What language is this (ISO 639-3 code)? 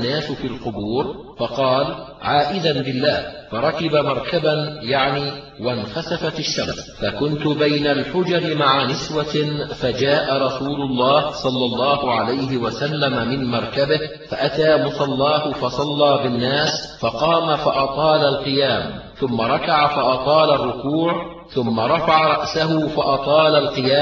ara